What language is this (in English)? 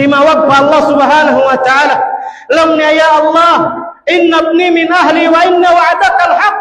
Tausug